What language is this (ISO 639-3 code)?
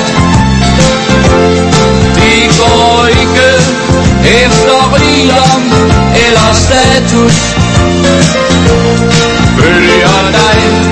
dan